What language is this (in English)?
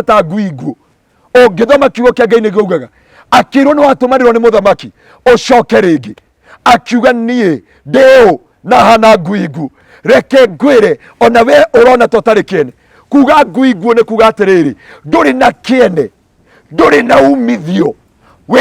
Kikuyu